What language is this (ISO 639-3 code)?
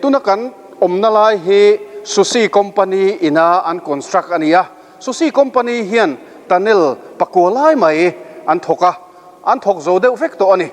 lus